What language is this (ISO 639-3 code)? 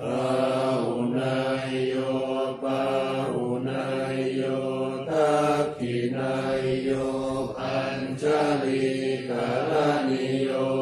pli